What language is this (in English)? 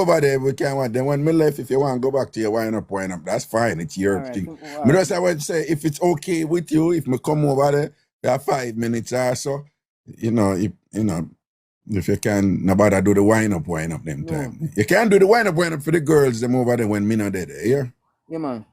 Jamaican Creole English